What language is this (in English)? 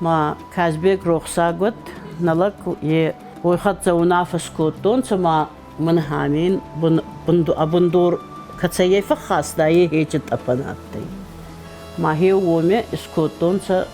Ossetic